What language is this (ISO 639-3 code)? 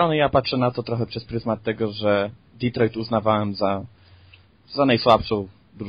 pol